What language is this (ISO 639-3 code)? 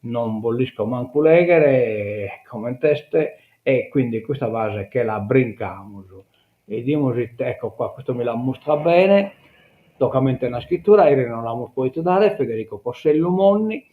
srd